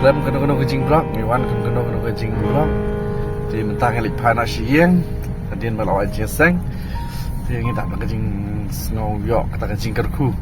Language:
Khasi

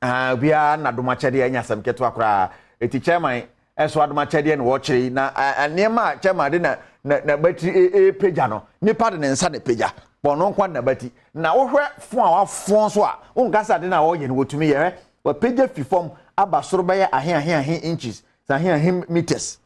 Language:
Akan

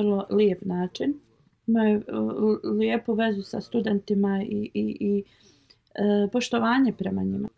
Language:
Bosnian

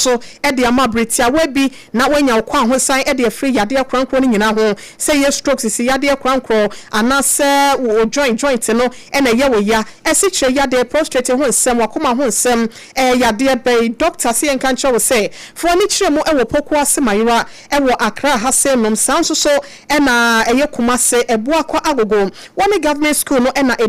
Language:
Akan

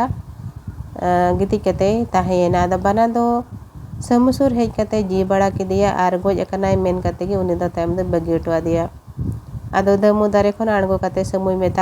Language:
Santali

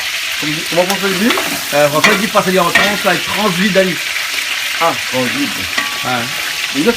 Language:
Réunion Creole French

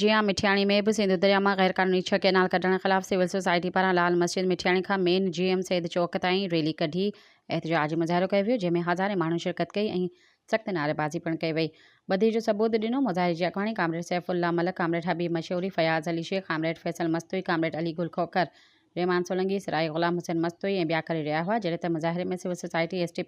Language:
Sindhi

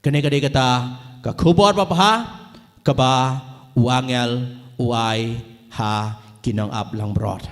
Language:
Khasi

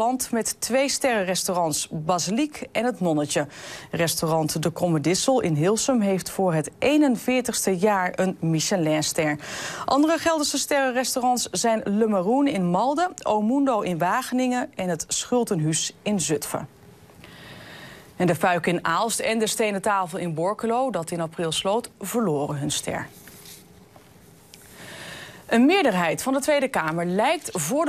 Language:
Dutch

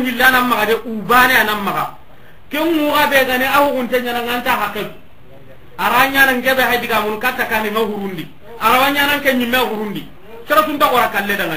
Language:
Soninke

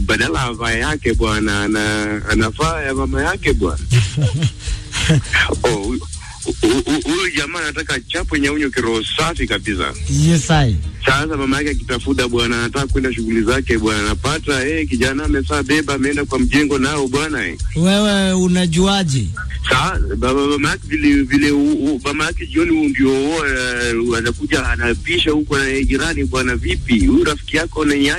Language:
Swahili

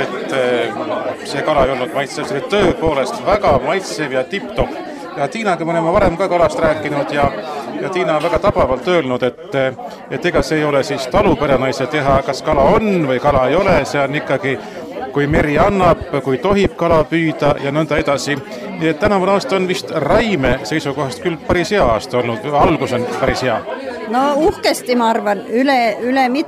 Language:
Estonian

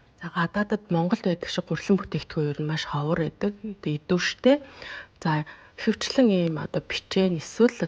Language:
Mongolian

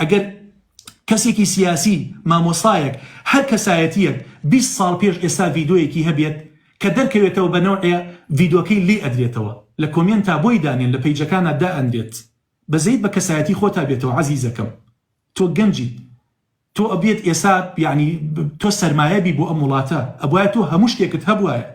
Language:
Central Kurdish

